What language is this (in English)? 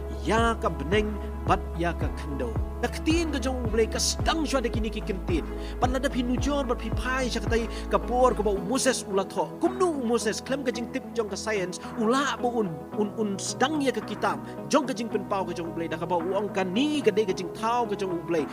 Khasi